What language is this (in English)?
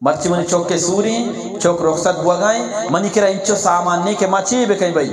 Eastern Balochi